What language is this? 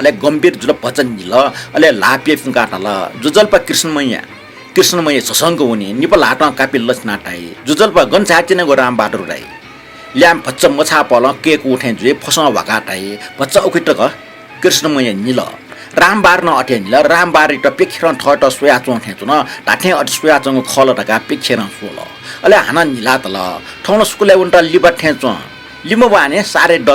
Newari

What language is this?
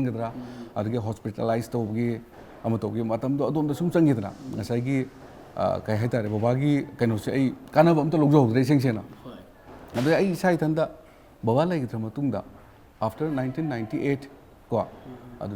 Manipuri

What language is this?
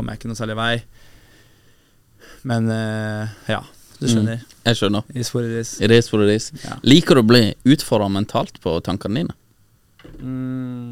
Norwegian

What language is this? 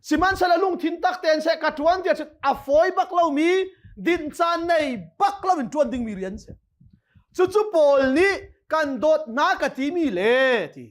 Hakha Chin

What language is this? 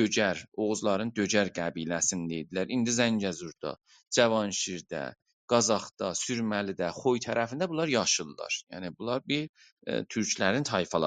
South Azerbaijani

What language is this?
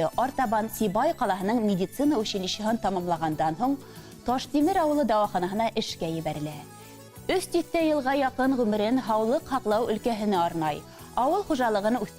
Bashkir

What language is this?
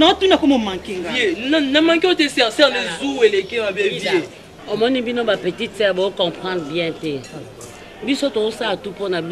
Lingala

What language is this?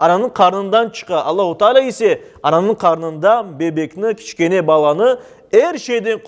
Crimean Tatar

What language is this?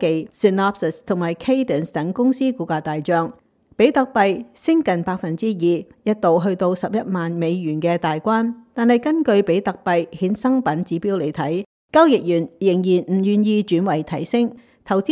Cantonese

